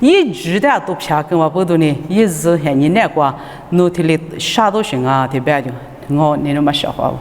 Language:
Lisu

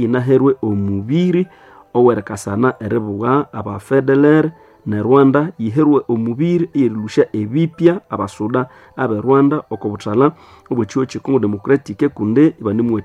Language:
Nande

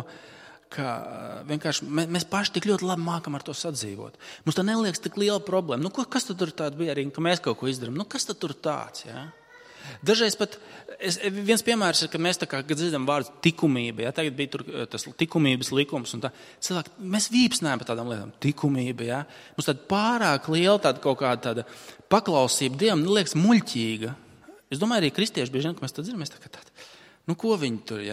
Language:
Latvian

